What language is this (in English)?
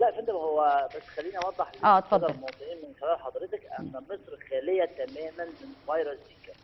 Egyptian Arabic